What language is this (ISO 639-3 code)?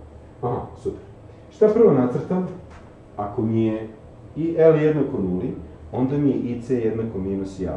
srp